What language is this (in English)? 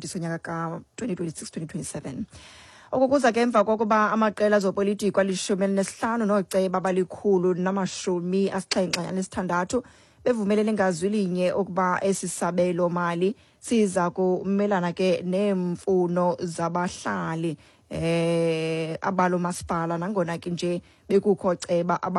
Xhosa